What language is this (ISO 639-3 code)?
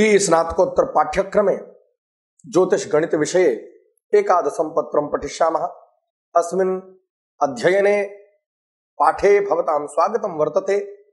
san